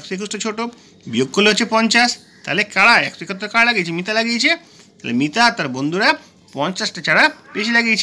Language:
Bangla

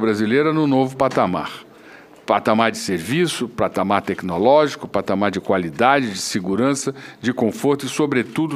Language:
Portuguese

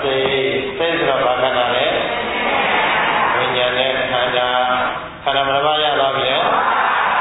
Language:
Burmese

